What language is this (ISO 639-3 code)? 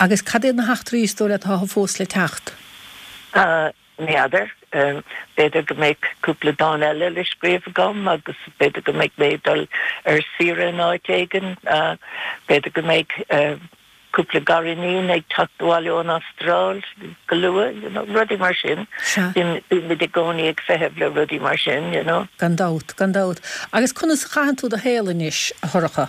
gle